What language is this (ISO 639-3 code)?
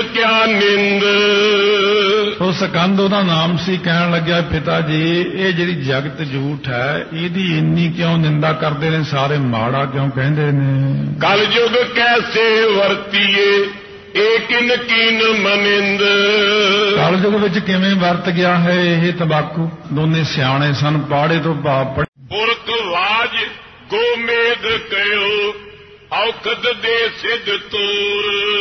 pan